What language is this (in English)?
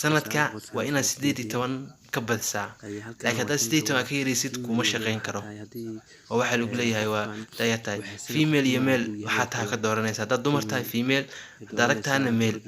Somali